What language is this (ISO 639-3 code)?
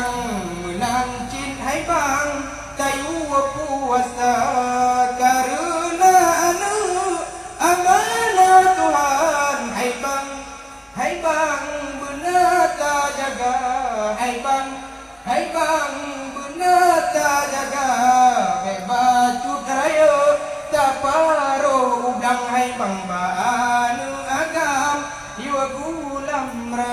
ace